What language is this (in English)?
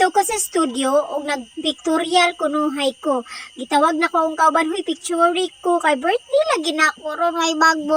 Cebuano